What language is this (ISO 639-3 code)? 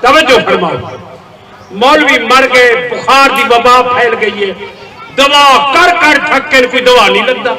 skr